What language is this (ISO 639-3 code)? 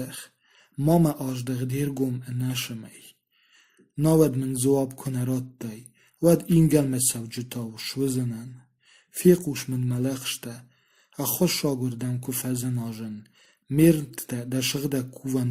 oss